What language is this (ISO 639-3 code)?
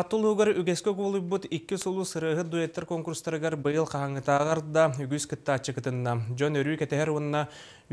sah